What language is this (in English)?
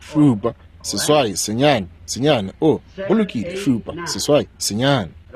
Northern Sotho